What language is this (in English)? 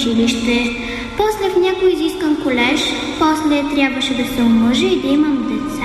Bulgarian